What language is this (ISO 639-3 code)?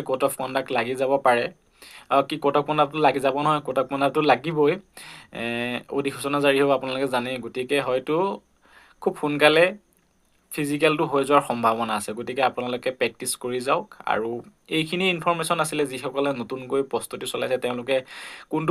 asm